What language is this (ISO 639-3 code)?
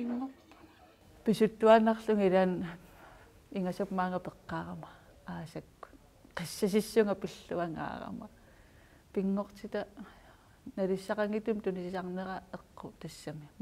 kal